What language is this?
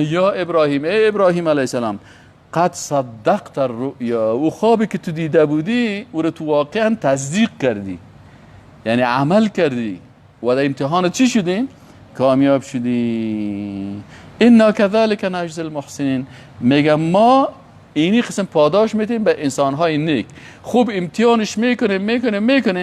Persian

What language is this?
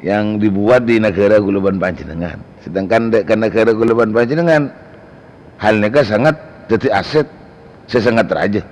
Madurese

